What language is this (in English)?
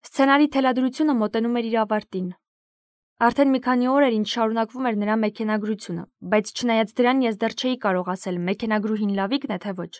Armenian